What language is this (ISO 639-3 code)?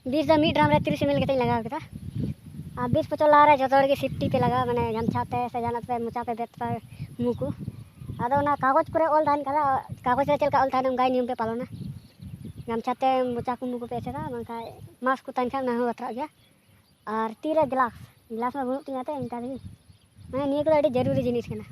sat